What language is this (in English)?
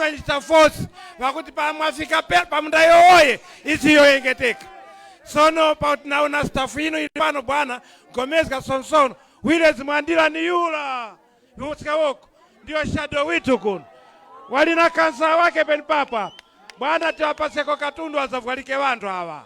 Nyanja